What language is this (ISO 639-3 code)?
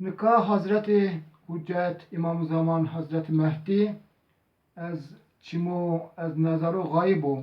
zza